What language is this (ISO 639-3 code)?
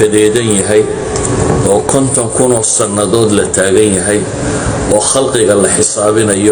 som